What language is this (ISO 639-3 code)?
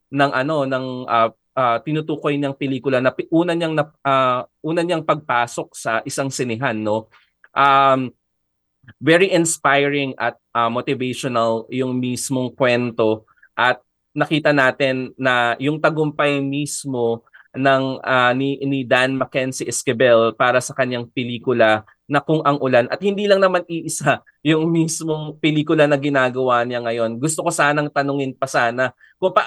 fil